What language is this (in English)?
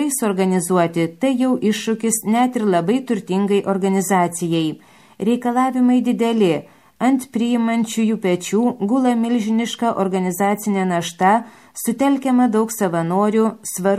Lithuanian